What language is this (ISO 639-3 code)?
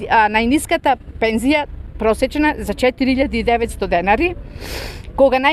mkd